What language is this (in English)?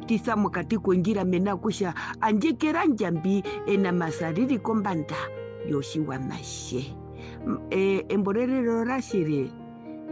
Herero